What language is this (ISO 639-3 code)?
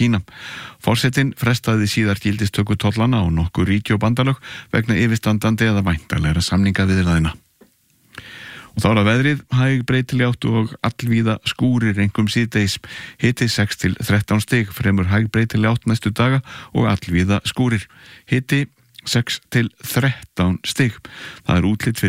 isl